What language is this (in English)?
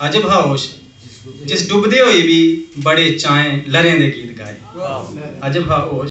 Dogri